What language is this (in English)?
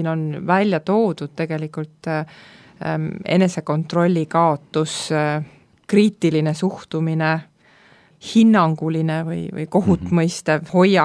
Estonian